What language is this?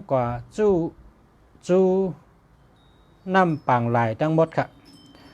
Shan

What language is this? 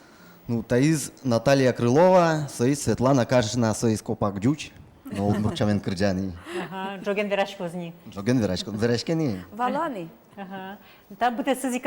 Udmurt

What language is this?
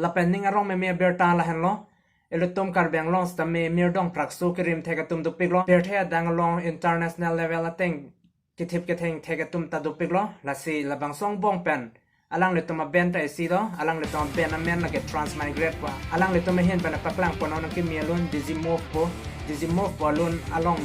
Karbi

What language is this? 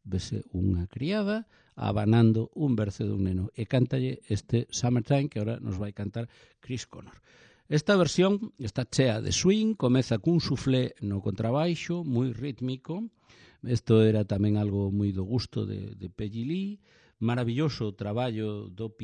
Galician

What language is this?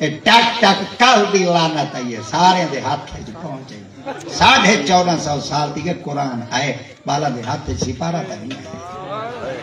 Saraiki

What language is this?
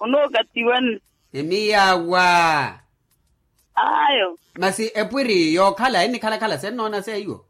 Makhuwa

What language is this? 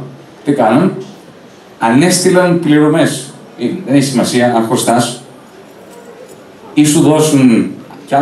Greek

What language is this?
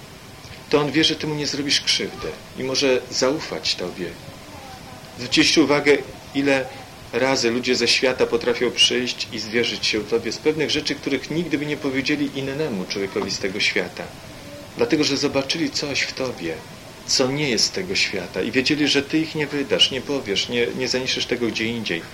Polish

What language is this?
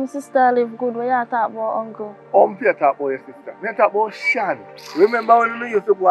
Jamaican Creole English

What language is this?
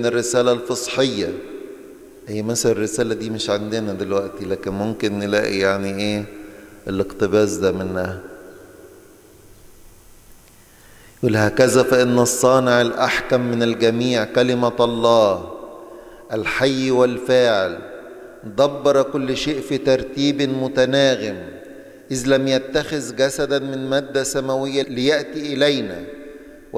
Egyptian Arabic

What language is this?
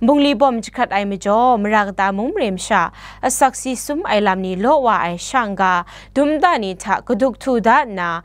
Kachin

